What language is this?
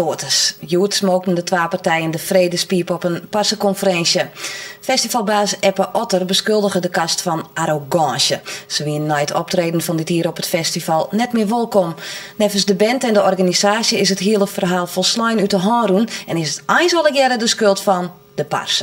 Western Frisian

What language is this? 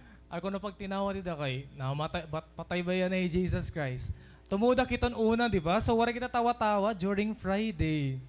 Waray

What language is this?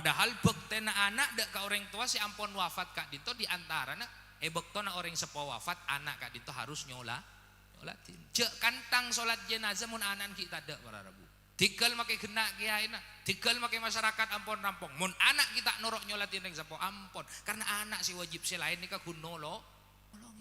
Madurese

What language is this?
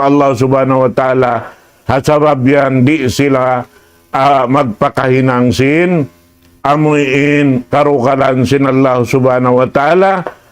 Tausug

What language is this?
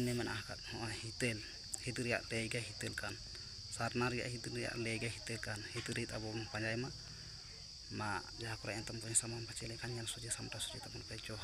Santali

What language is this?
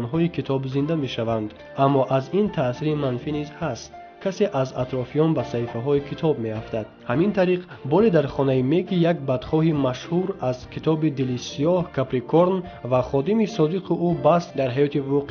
Tajik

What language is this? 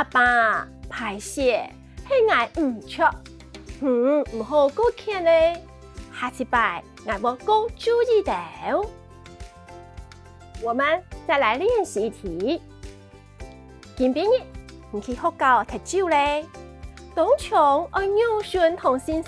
Hakka Chinese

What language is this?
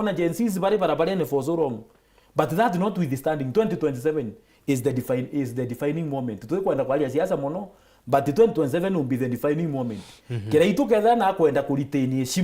Meru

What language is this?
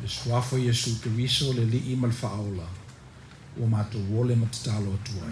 Samoan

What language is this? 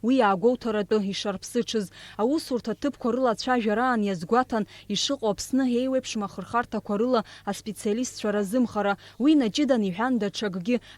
Abkhazian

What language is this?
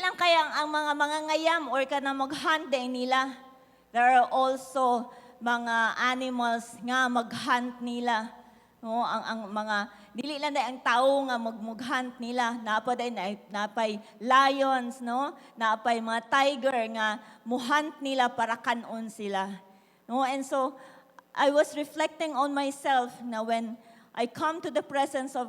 Cebuano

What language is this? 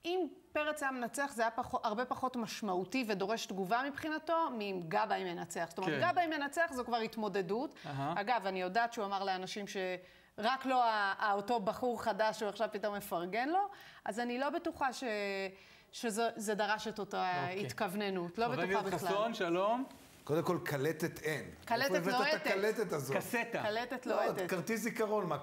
Hebrew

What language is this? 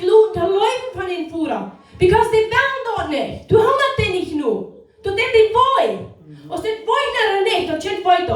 Plautdietsch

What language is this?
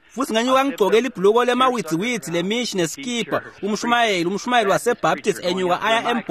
Swati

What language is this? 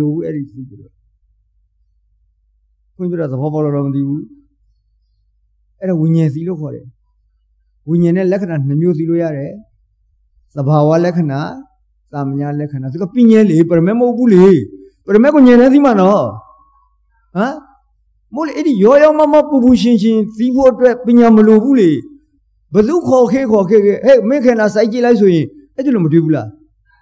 Burmese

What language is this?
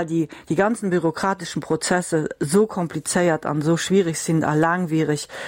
Luxembourgish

